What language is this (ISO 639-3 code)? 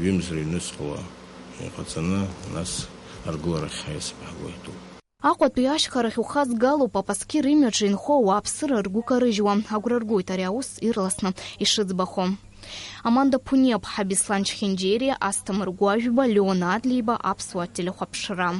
abk